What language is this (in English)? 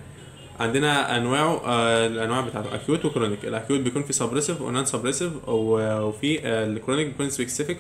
Egyptian Arabic